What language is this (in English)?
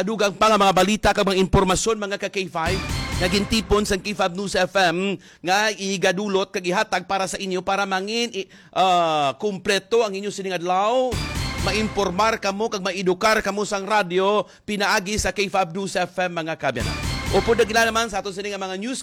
Hiligaynon